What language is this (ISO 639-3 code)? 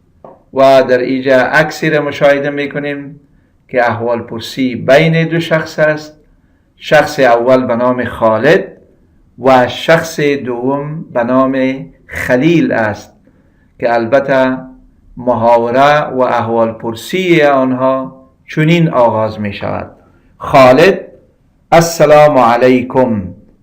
fas